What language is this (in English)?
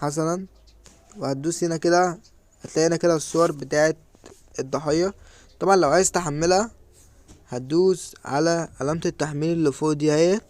Egyptian Arabic